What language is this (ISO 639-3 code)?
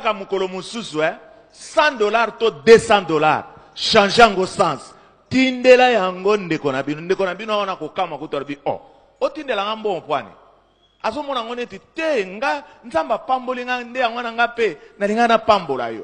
lin